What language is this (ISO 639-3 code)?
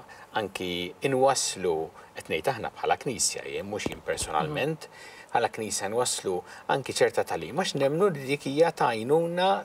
mlt